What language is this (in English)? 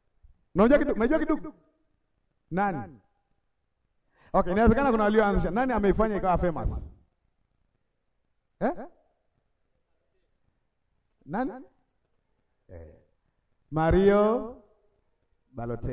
Swahili